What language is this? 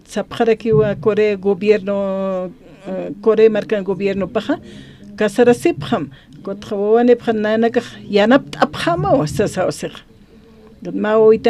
Aymara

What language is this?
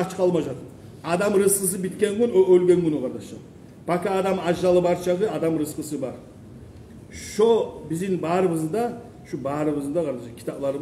Kumyk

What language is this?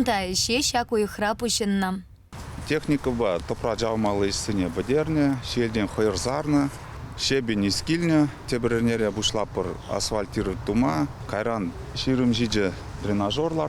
Chuvash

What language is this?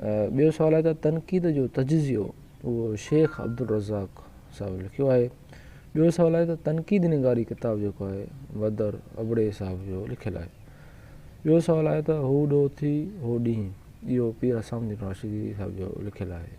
Sindhi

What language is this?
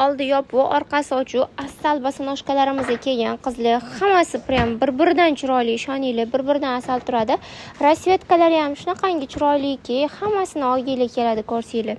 Uzbek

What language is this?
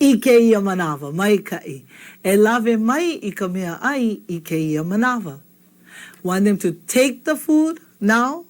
Hawaiian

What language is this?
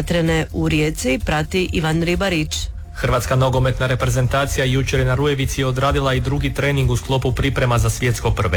Croatian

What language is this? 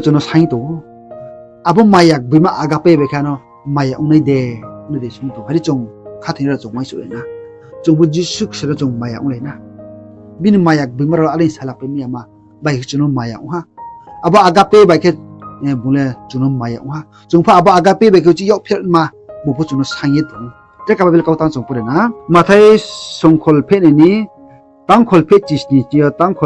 Riang (India)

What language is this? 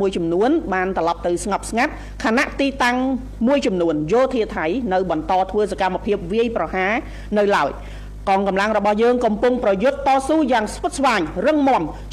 Khmer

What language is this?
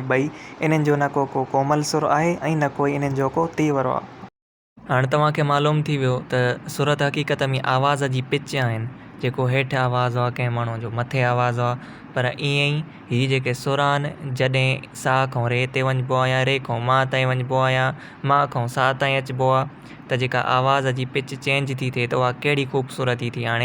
Sindhi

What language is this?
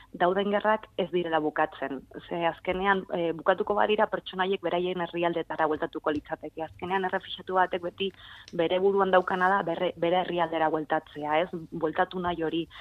Basque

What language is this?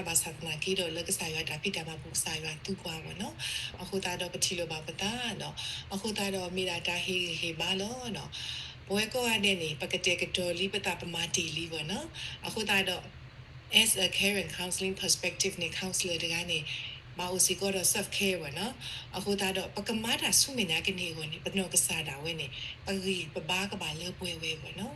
S'gaw Karen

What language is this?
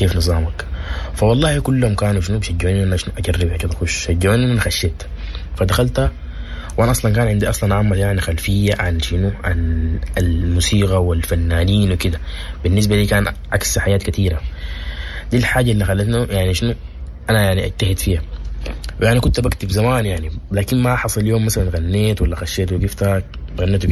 Sudanese Arabic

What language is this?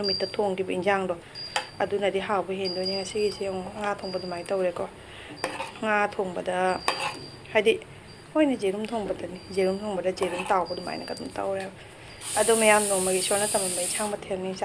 Manipuri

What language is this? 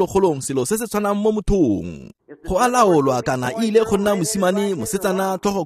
Tswana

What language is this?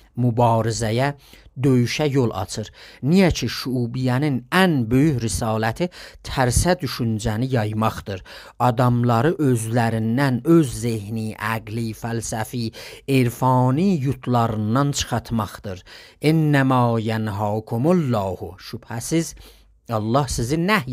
South Azerbaijani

